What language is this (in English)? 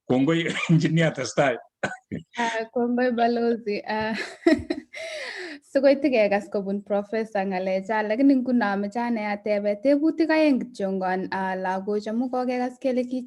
Kalenjin